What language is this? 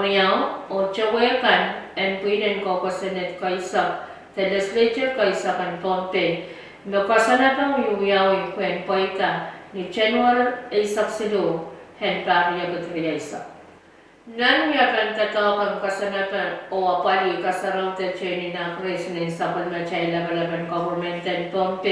Pohnpeian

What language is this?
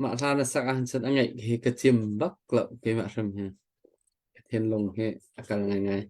Hakha Chin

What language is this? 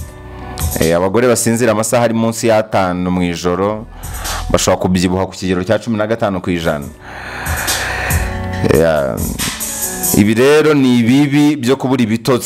Kinyarwanda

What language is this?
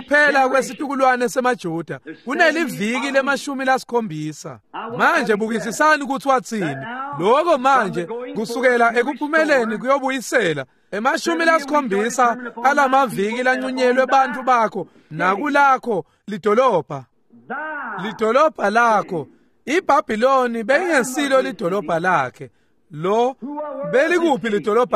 Swati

